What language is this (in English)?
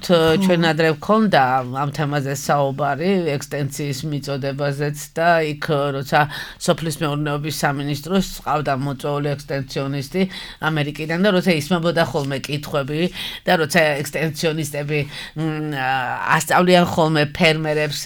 Georgian